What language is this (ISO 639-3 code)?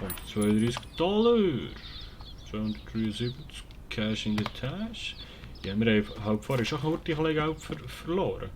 gsw